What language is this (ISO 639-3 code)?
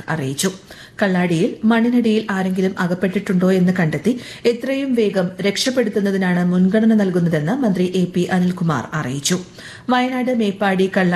mal